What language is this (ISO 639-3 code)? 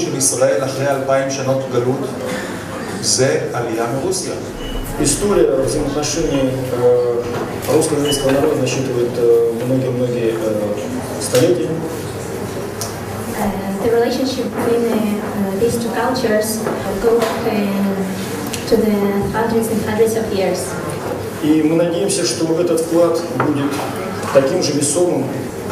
heb